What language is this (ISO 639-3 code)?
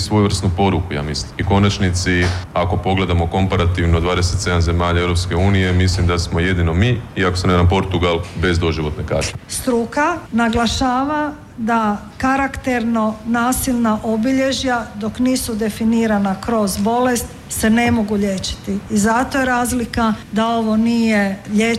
hrv